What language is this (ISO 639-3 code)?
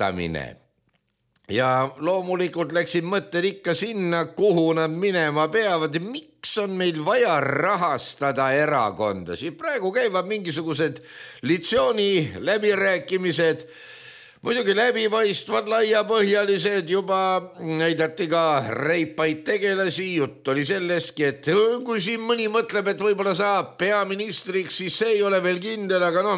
est